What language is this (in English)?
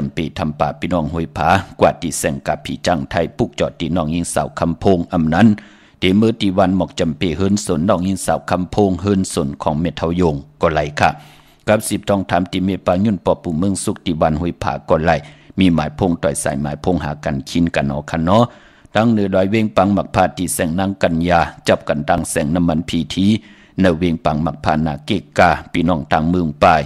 Shan